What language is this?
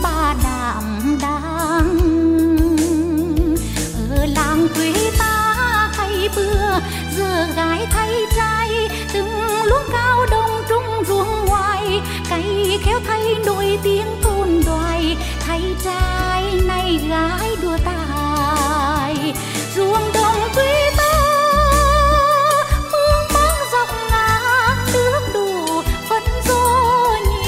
Vietnamese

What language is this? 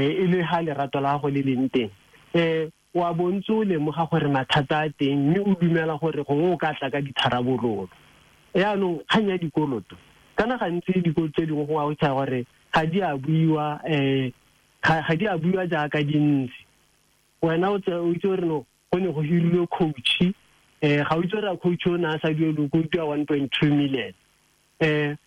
Tswana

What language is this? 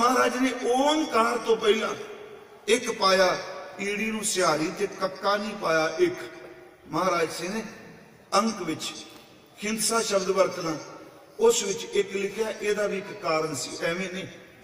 Punjabi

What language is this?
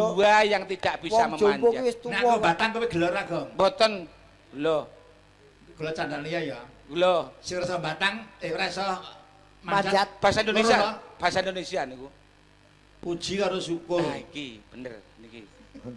Javanese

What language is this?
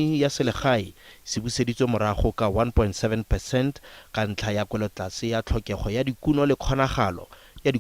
Tswana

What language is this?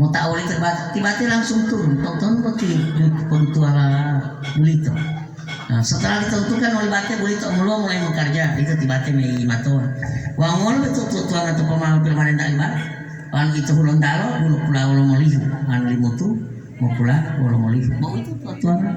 Gorontalo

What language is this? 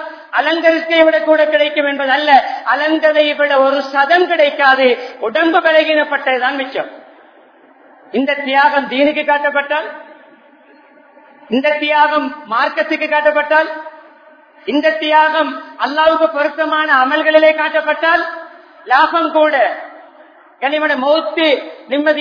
Tamil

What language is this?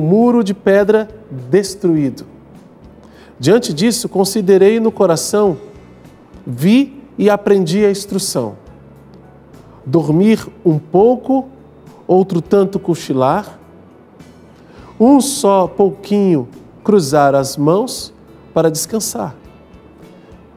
Portuguese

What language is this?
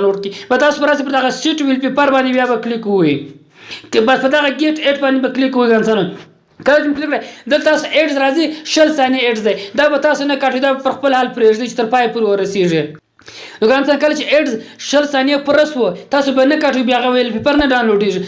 Pashto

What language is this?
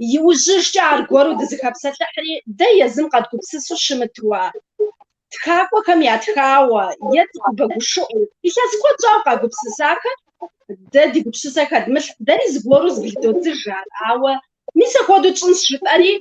Kabardian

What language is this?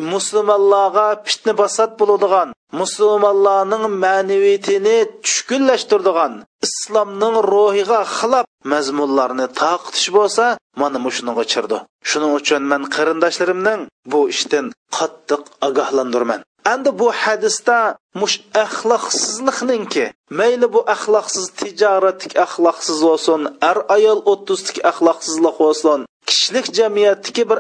Uyghur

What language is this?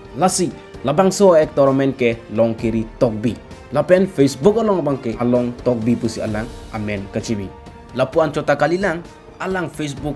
Karbi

